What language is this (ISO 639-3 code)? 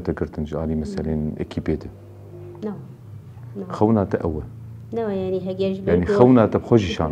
kur